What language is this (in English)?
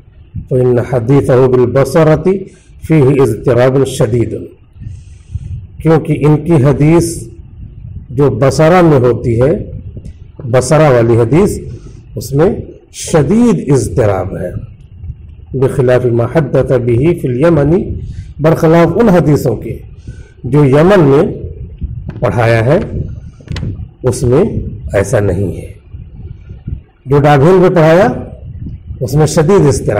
Urdu